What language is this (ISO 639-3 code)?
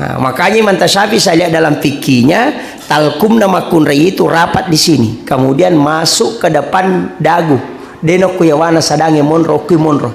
bug